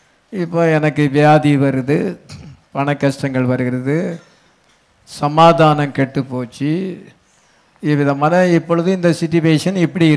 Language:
Tamil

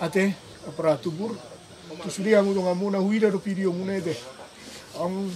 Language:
Batak Toba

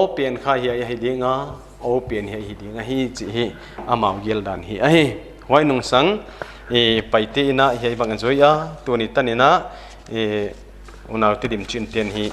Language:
Paite Chin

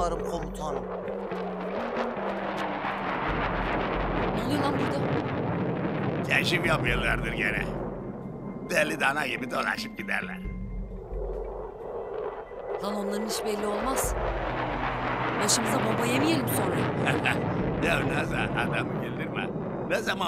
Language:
Turkish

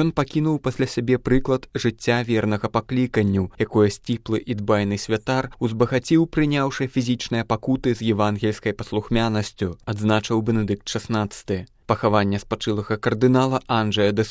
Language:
Belarusian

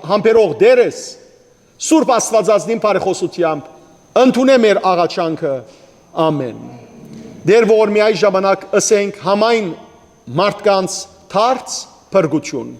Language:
Western Armenian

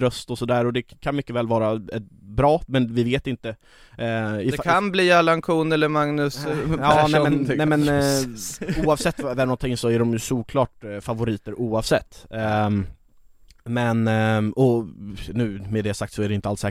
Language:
Swedish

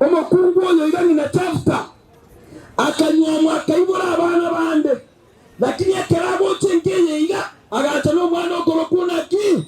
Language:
Gusii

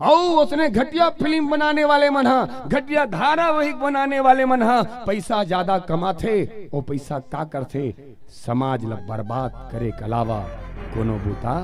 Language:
Chhattisgarhi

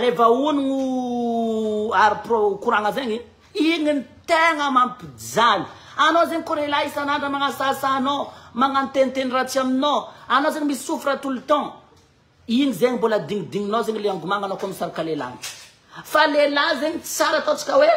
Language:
Malagasy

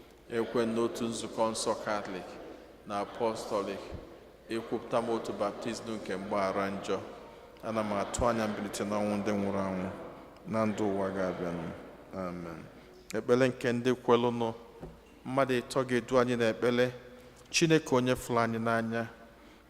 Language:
Igbo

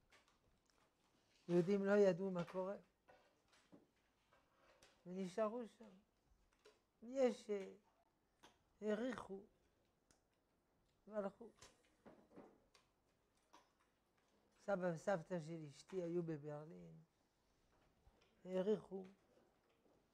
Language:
Hebrew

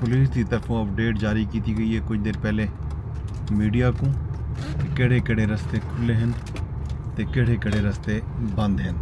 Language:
Saraiki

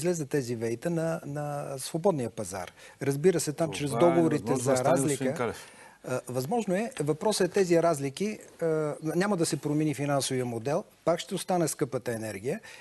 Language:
Bulgarian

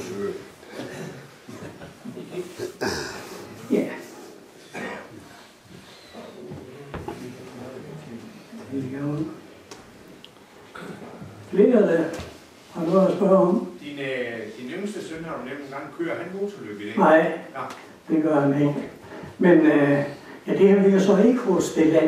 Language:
Danish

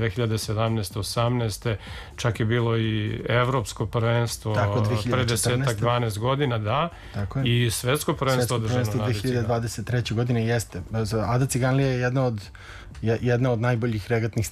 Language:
Serbian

